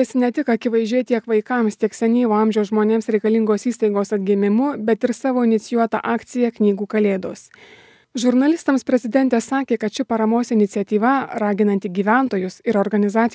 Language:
Lithuanian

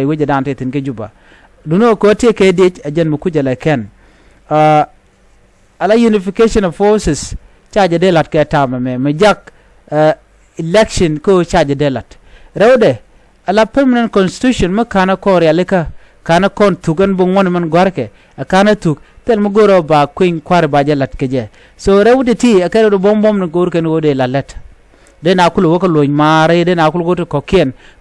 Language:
Nuer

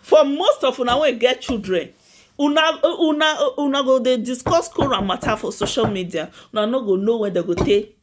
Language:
Nigerian Pidgin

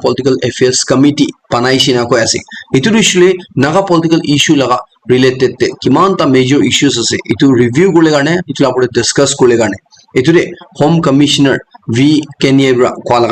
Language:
Naga Pidgin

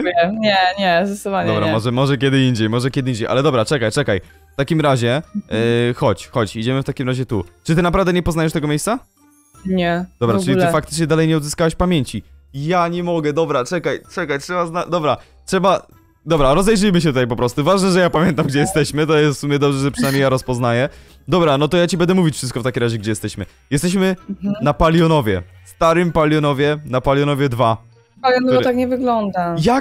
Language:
Polish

